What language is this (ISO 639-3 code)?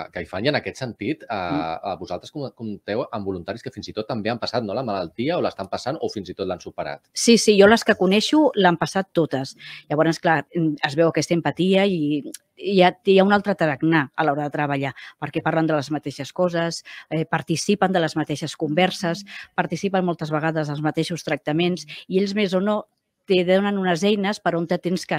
cat